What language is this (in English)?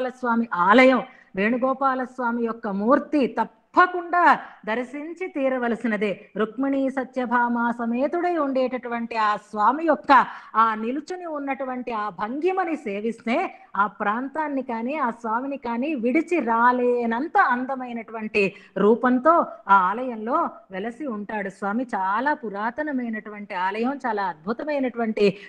Telugu